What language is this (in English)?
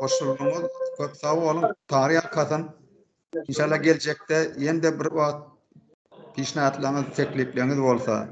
Turkmen